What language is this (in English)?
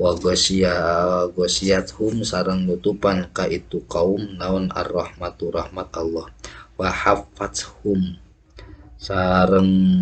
Sundanese